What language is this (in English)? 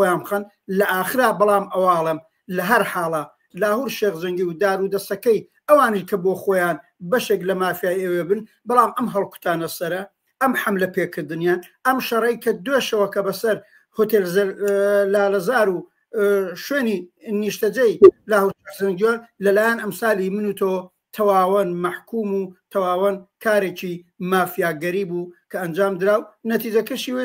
Central Kurdish